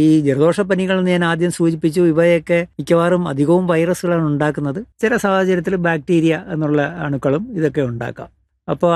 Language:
Malayalam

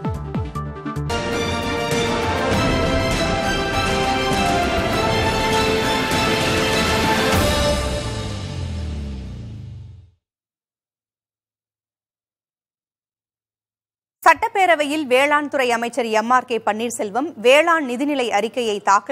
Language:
Tamil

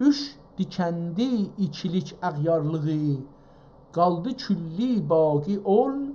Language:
South Azerbaijani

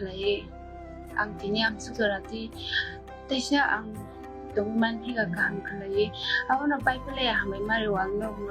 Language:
Kok Borok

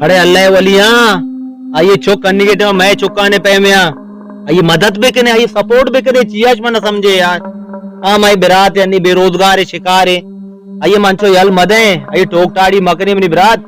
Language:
Baluchi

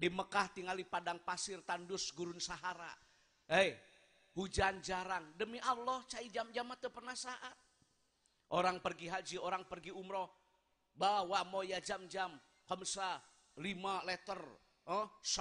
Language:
Sundanese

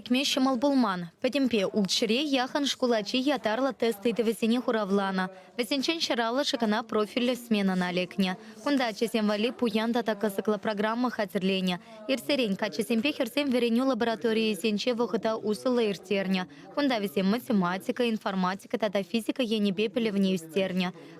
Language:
Chuvash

